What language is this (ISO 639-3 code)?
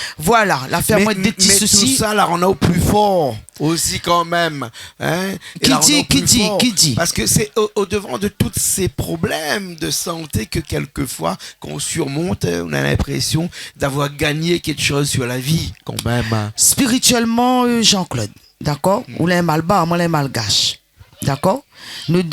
rcf